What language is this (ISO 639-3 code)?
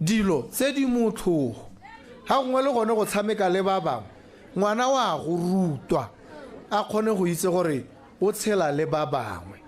tsn